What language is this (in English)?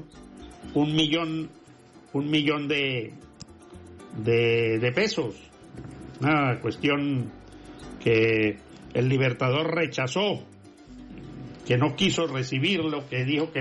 Spanish